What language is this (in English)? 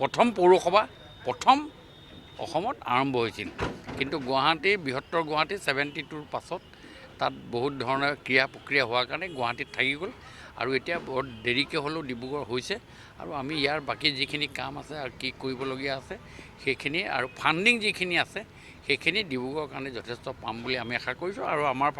Assamese